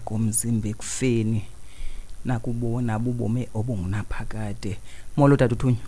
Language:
Xhosa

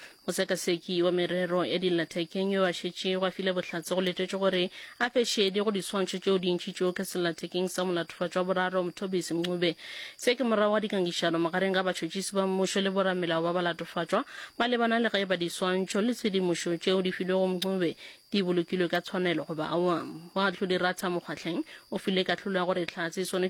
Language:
Northern Sotho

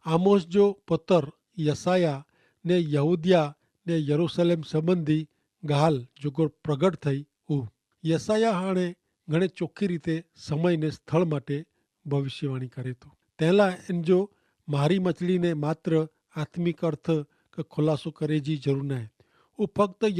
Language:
Kachhi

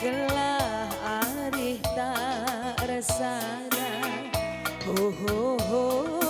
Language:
Batak Karo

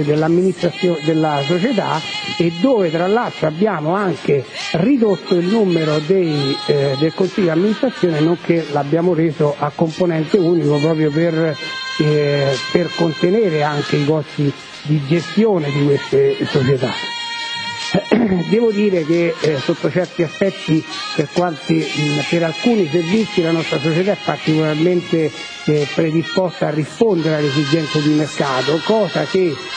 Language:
Italian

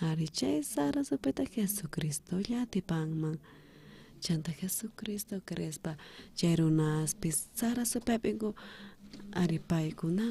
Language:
South Bolivian Quechua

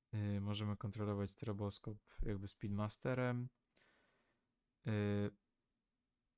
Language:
Polish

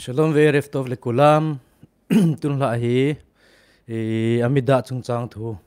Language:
Thado Chin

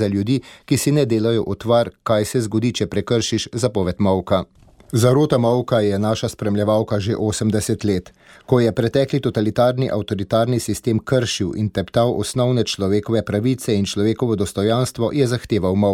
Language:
Slovenian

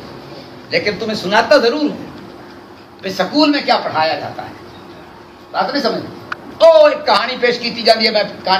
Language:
Urdu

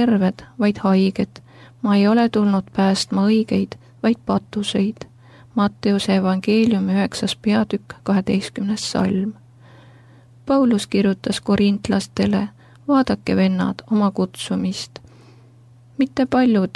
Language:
Estonian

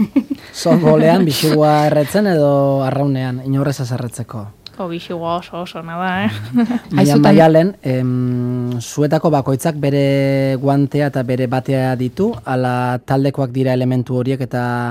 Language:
Basque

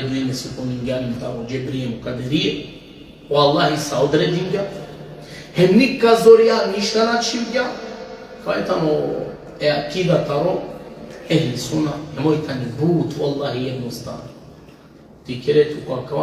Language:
Balkan Romani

